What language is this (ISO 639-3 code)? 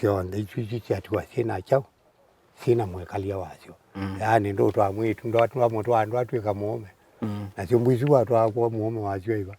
kam